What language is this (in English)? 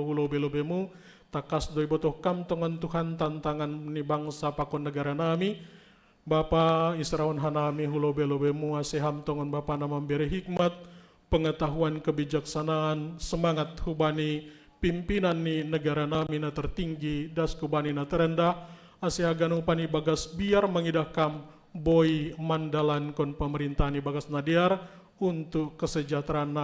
Batak Simalungun